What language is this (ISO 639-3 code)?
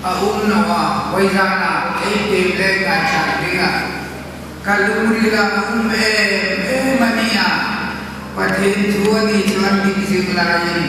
hmr